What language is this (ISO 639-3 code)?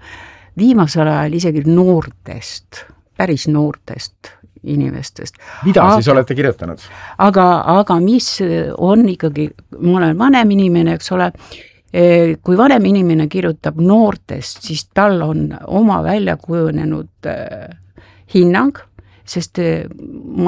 est